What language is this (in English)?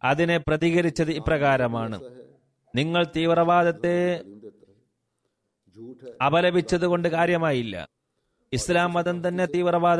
Malayalam